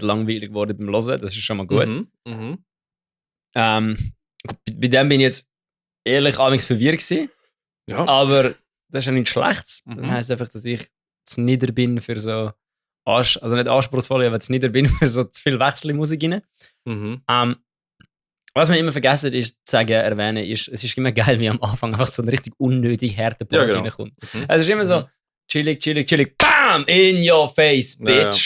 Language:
Swiss German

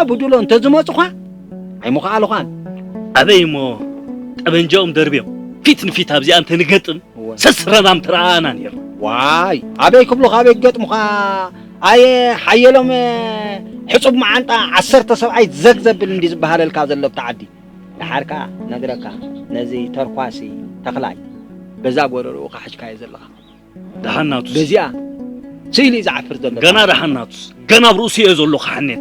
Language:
Tigrinya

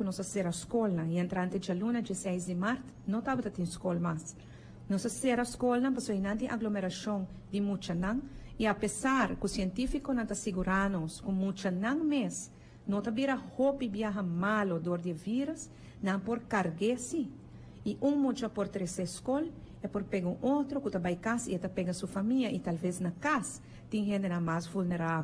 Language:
Papiamento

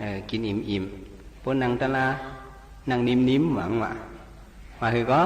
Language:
Shan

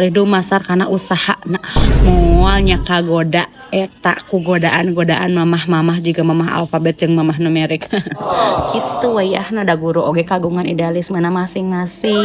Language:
Sundanese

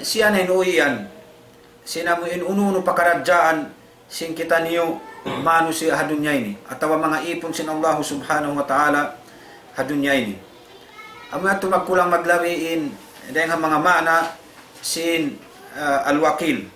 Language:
Tausug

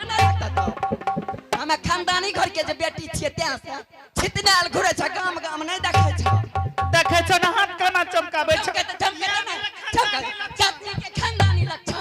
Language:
Angika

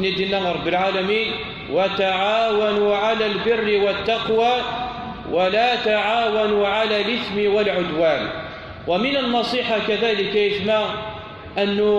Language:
Kabyle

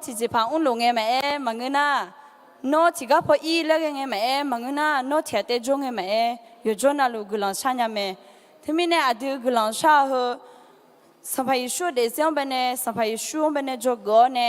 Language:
Akha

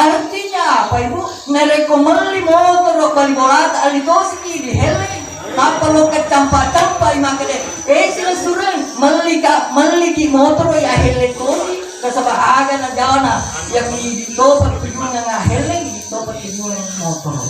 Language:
Buginese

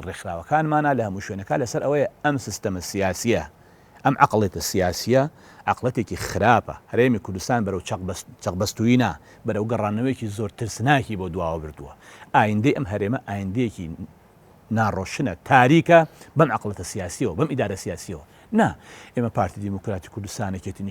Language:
Central Kurdish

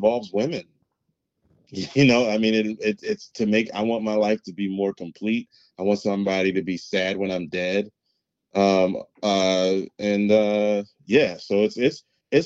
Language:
English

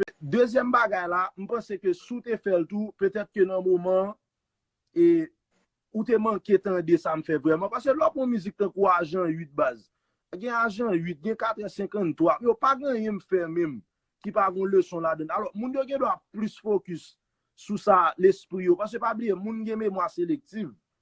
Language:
Haitian Creole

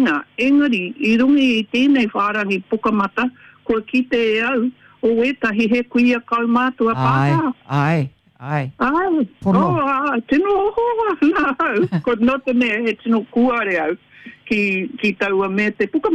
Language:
Māori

